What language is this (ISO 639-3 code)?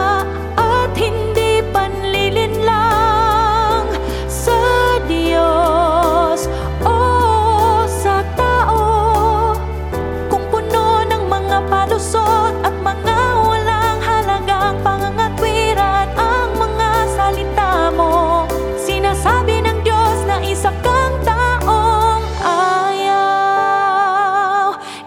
fil